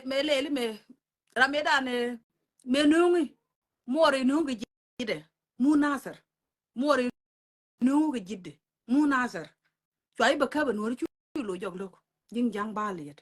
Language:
Nuer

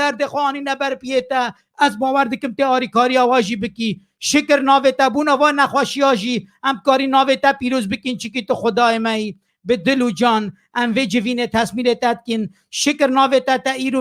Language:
Kurdish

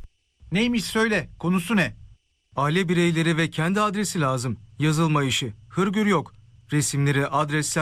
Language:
Turkish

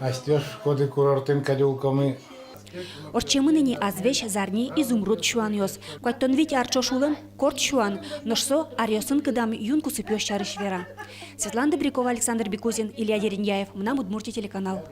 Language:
Udmurt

